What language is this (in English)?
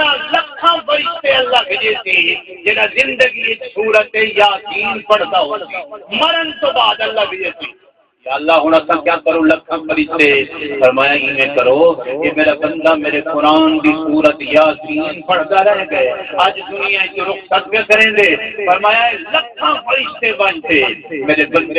Saraiki